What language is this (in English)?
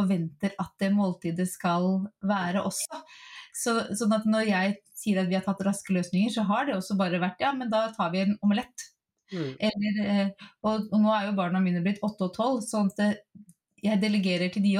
Norwegian